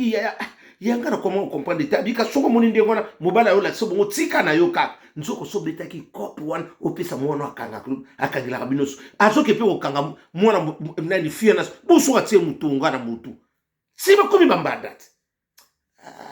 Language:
Lingala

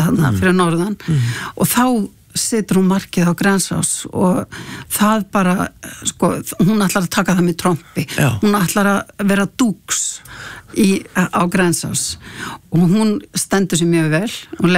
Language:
Icelandic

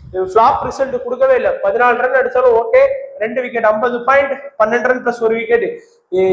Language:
Tamil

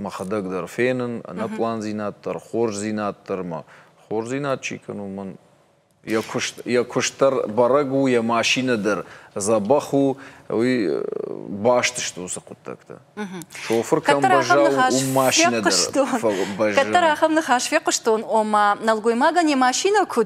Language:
Ossetic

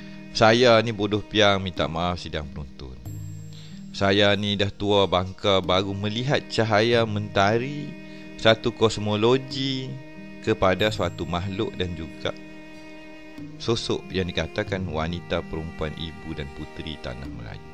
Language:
Malay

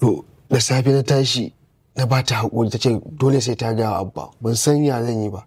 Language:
Hausa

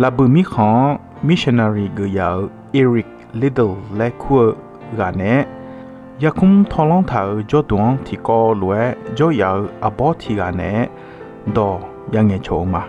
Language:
Akha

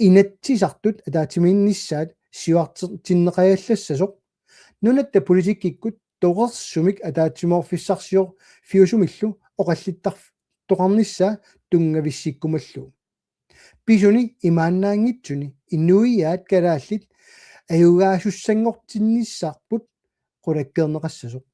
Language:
Kalaallisut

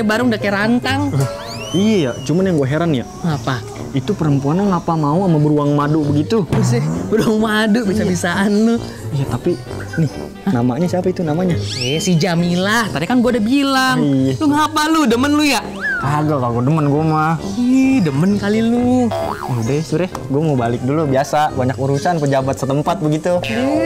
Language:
Betawi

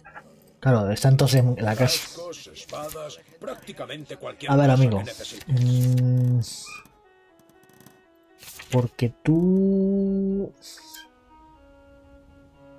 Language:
Spanish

